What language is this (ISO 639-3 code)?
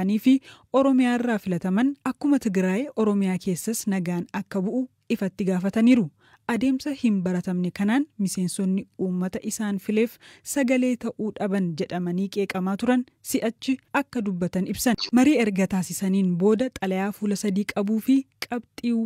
orm